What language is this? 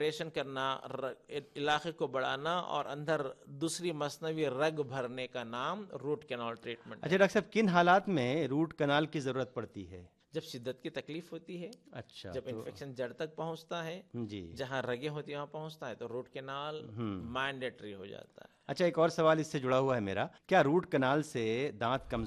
Urdu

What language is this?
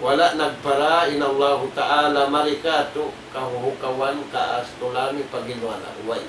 Tausug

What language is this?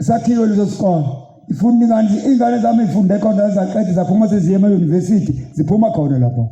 Zulu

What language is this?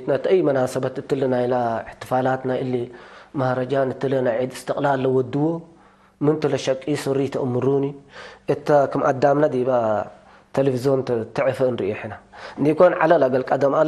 Tigre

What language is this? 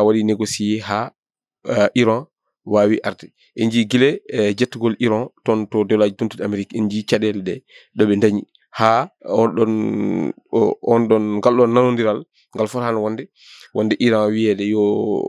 Fula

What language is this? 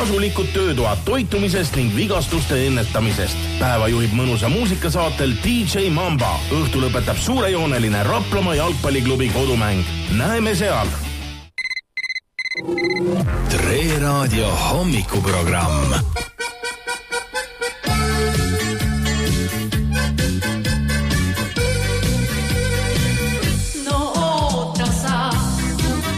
Estonian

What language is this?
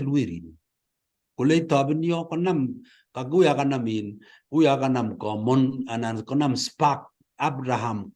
Kalenjin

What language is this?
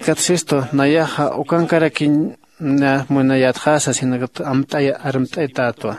Aymara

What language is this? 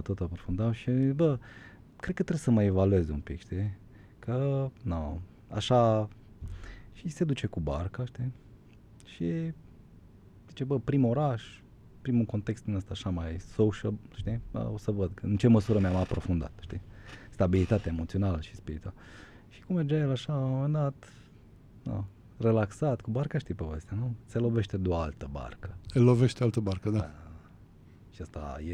Romanian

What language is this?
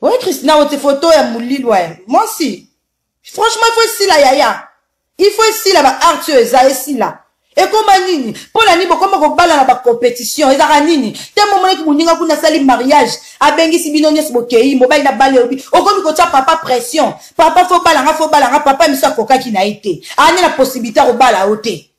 Lingala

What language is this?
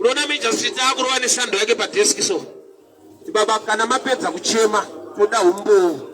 Shona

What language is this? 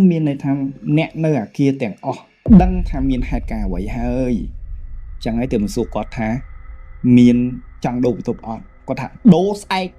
Khmer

